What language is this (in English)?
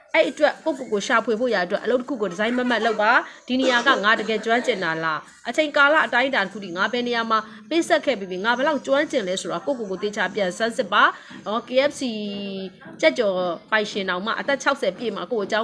Burmese